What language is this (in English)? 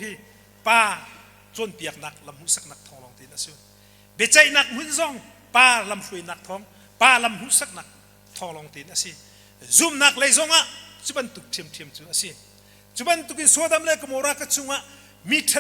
Hakha Chin